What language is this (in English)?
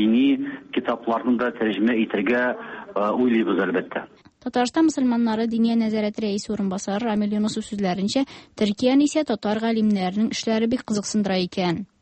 Tatar